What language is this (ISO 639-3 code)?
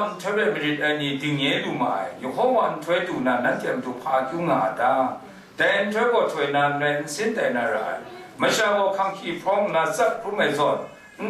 kac